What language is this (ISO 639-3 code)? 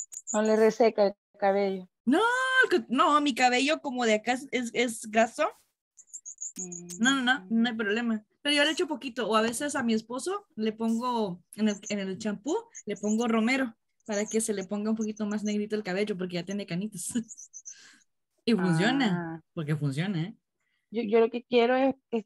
spa